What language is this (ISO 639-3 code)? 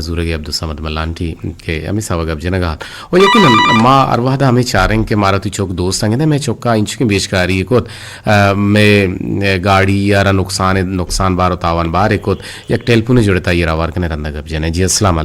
bgp